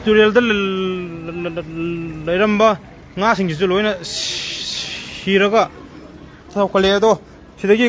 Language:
Manipuri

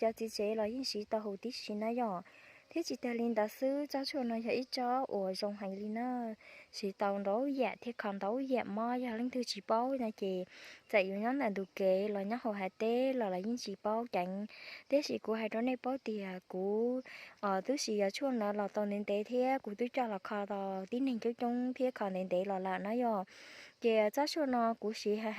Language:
Hmong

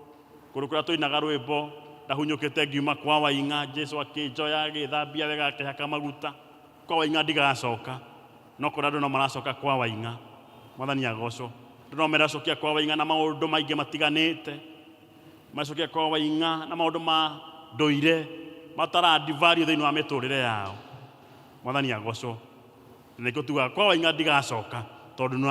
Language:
Kikuyu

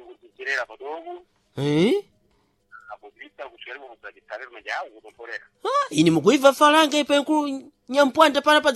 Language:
Sena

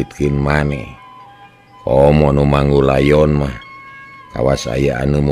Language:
Sundanese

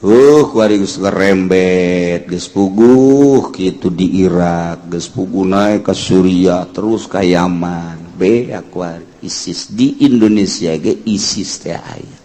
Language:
Sundanese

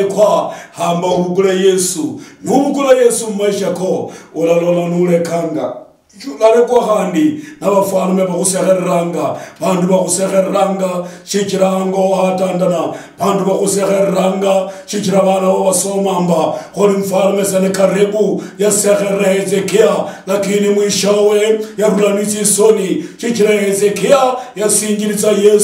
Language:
Luyia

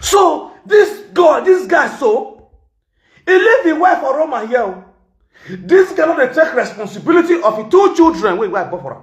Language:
Nigerian Pidgin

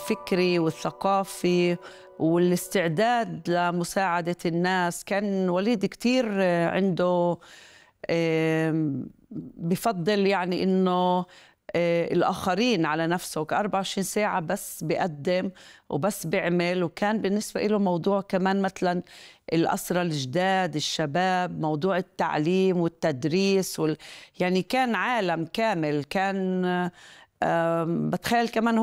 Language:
North Levantine Arabic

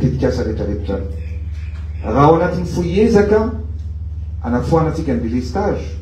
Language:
Malagasy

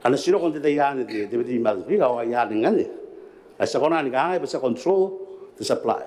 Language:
Gilbertese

